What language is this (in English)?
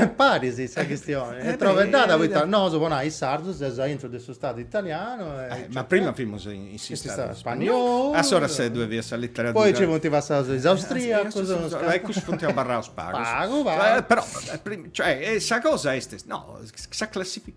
Sardinian